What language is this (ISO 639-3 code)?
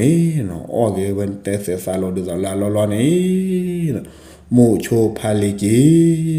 ksw